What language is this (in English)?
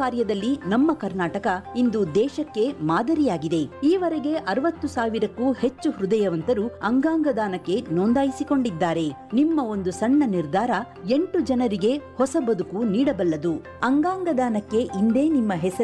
Kannada